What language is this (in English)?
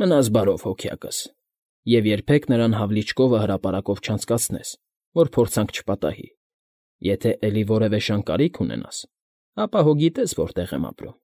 Armenian